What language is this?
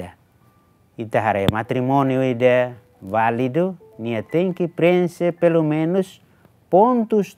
Tetum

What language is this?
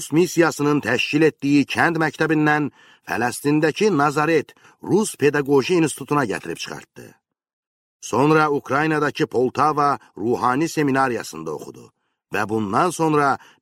Azerbaijani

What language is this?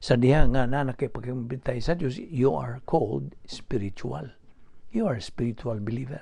Cebuano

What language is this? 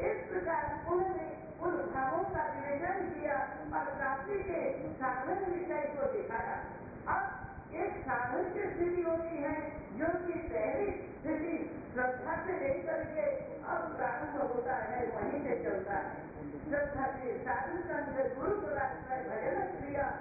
Hindi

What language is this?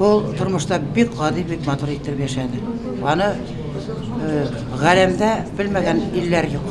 Tatar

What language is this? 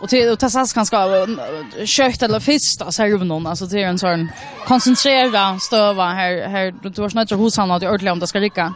Faroese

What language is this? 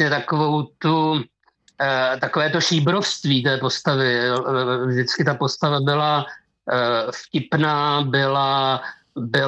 Czech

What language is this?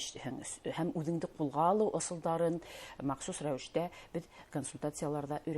Bashkir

